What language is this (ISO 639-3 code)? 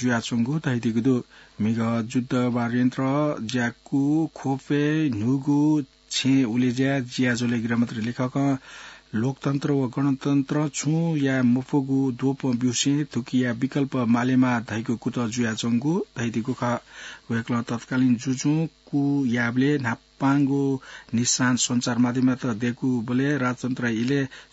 new